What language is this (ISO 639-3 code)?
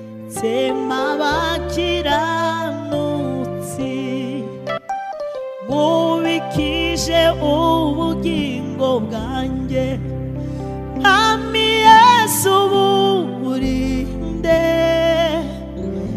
kin